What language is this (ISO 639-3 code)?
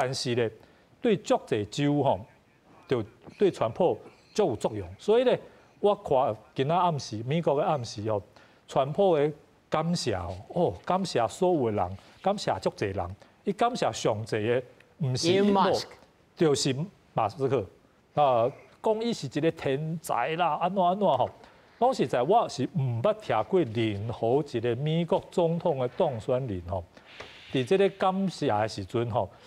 nan